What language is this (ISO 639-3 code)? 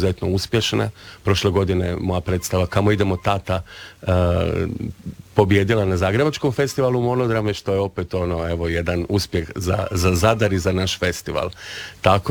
hrv